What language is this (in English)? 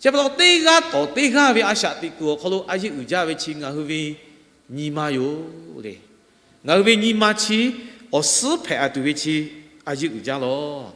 Lahu